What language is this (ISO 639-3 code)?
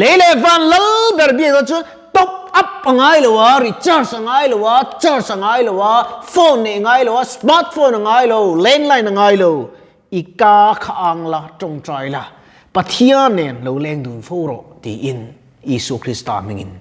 lus